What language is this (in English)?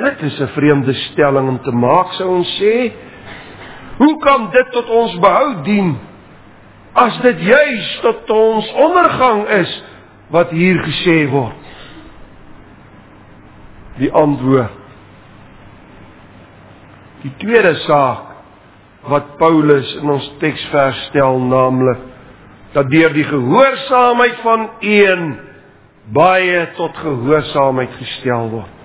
Afrikaans